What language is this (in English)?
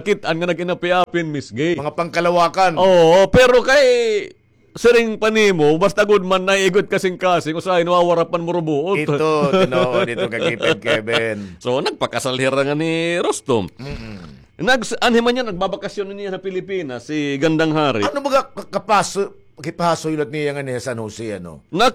Waray